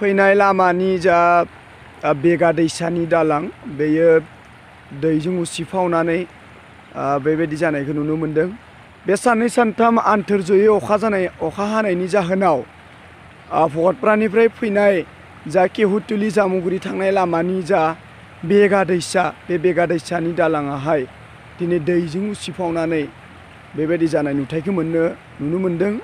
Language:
Bodo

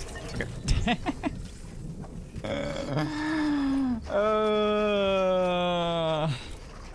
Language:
Danish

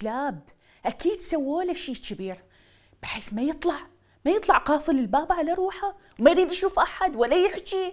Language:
Mesopotamian Arabic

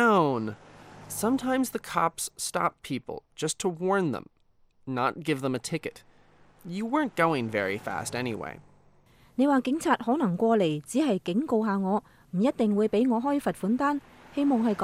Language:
Cantonese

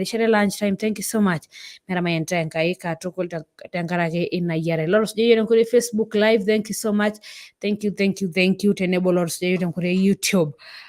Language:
Masai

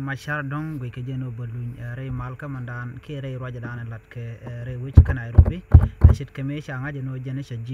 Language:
Nuer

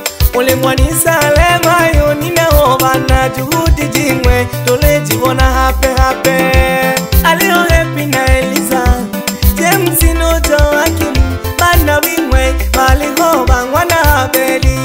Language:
Swahili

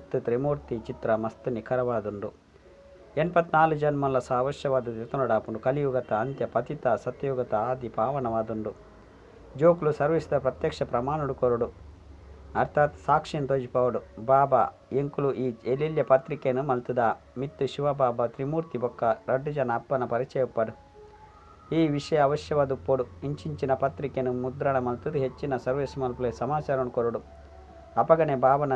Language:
Tulu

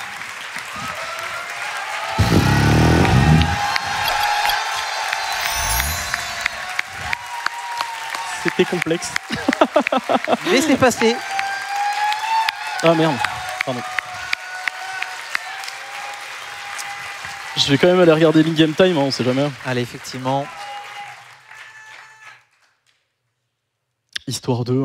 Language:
French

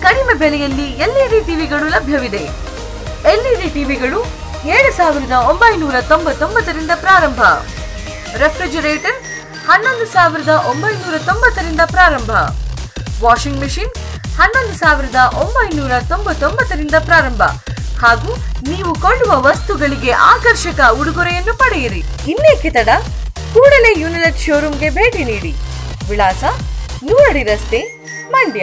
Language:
Kannada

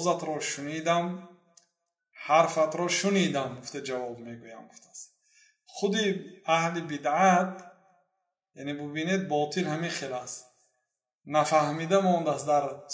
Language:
Persian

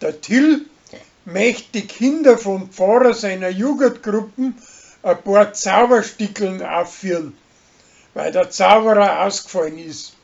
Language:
Bavarian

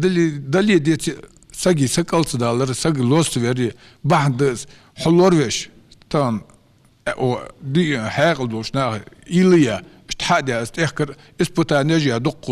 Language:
Ingush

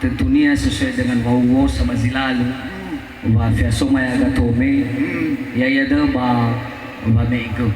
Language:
Nias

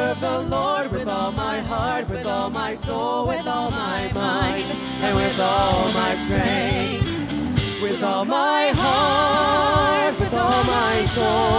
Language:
English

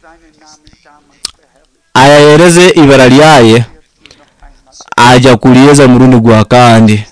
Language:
Nyoro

